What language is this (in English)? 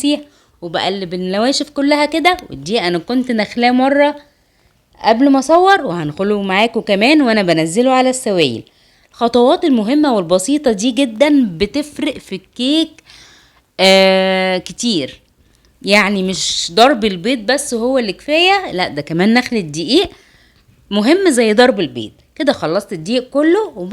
Egyptian Arabic